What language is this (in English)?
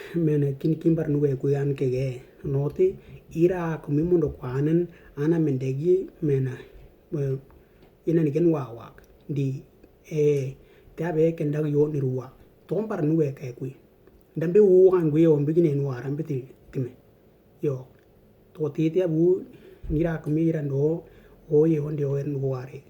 Western Dani